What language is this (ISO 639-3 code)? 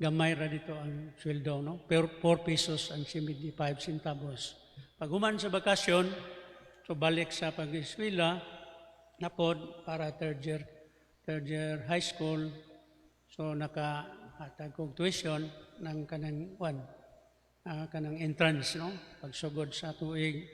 ceb